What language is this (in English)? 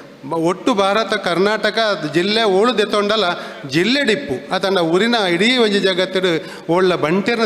Tulu